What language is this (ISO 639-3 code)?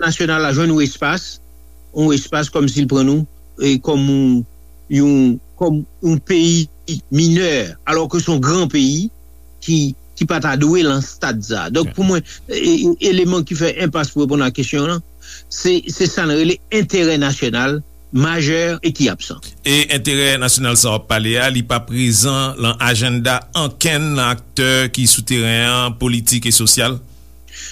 hat